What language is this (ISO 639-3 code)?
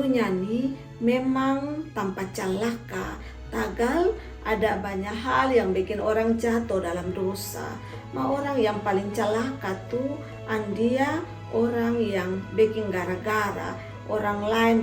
mkn